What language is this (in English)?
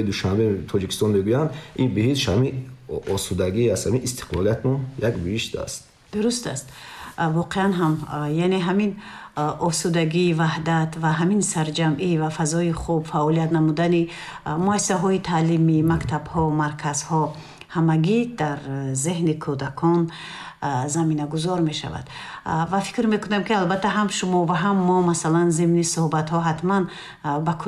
Tajik